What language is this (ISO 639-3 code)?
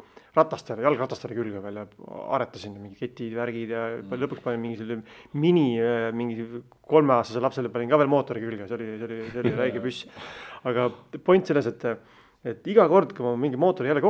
est